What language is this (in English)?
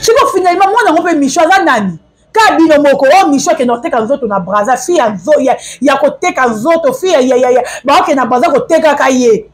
Lingala